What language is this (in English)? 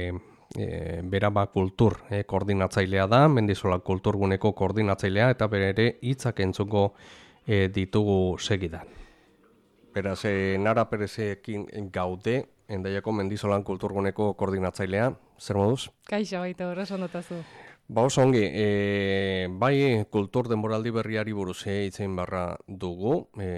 Basque